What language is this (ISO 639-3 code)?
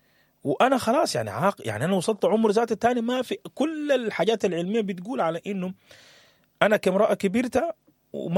apd